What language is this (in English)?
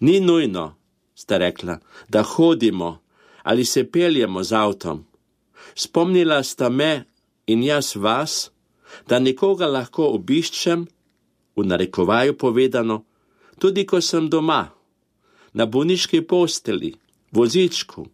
Slovenian